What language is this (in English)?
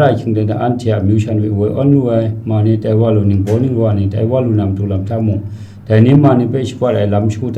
Kachin